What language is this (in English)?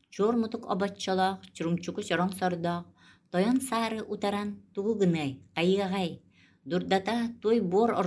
Yakut